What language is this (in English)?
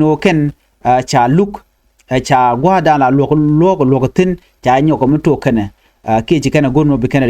Nuer